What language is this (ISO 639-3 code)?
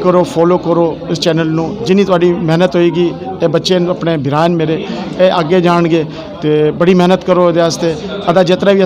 skr